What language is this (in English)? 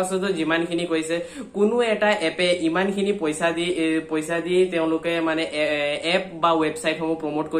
Assamese